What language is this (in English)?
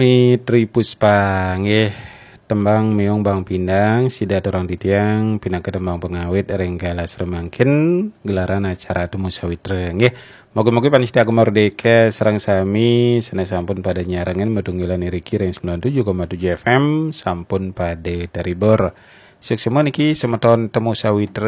Balinese